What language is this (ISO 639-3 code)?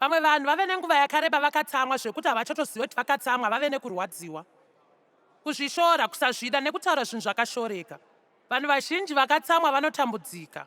sna